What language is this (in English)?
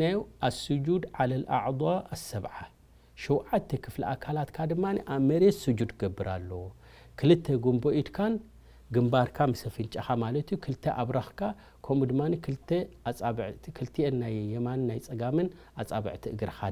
Tigrinya